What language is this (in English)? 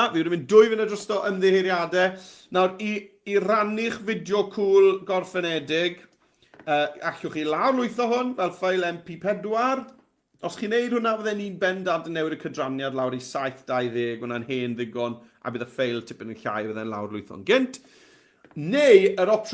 Welsh